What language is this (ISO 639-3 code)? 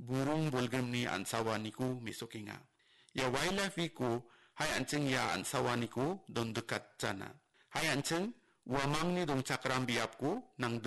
grt